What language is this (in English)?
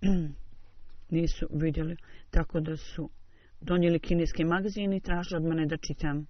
Bosnian